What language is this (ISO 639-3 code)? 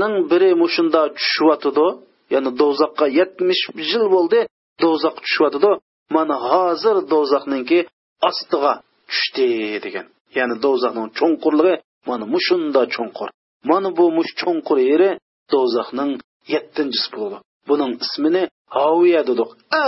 uig